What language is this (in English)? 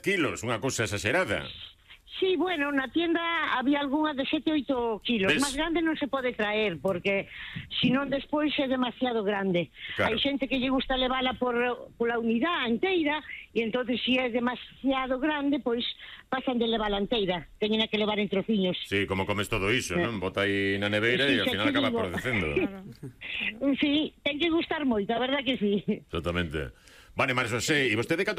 Galician